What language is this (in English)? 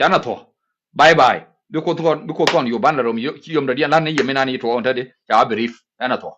Nuer